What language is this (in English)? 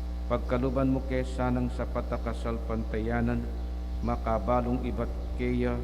Pampanga